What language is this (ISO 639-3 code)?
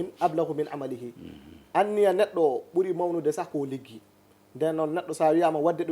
ful